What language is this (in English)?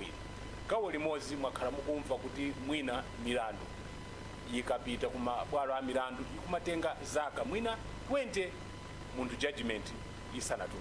Nyanja